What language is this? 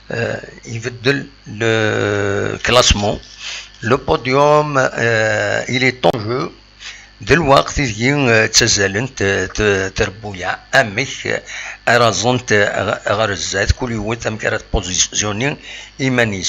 Kabyle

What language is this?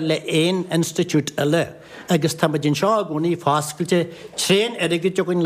Irish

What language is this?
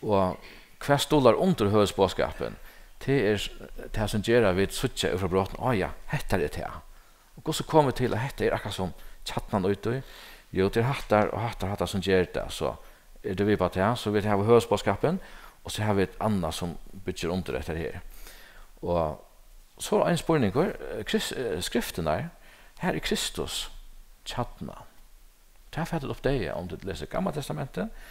Faroese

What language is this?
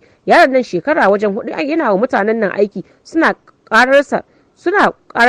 Hausa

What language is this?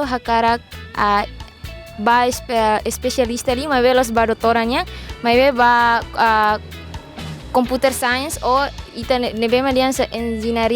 Tetum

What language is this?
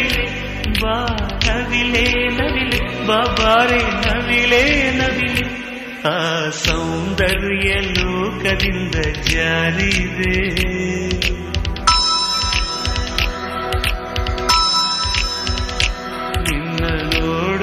Kannada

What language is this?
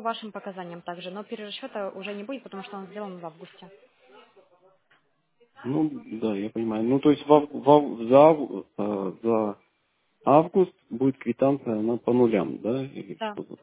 Russian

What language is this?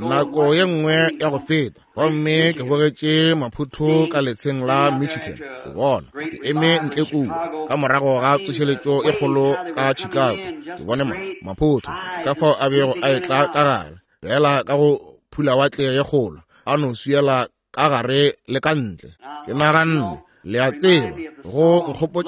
Northern Sotho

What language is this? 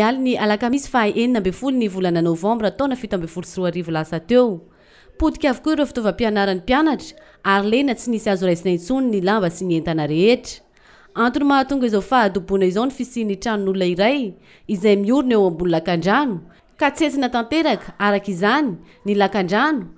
Malagasy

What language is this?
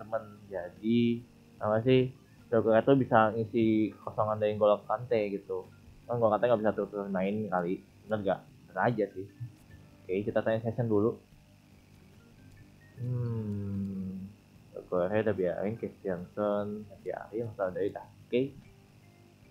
Indonesian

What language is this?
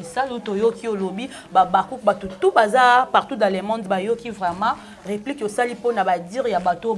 Lingala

